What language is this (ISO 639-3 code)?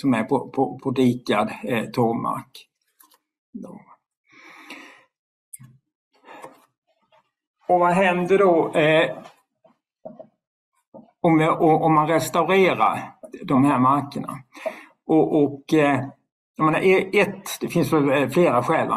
swe